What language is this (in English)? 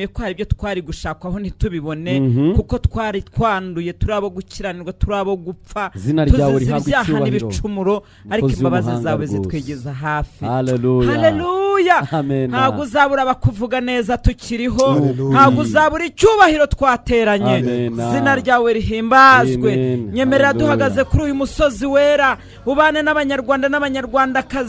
Kinyarwanda